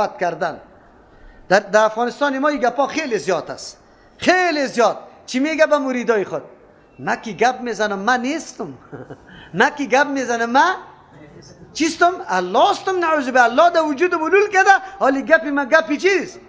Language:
Persian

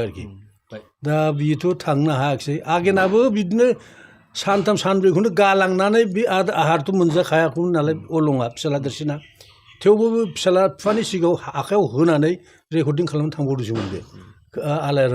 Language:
Bodo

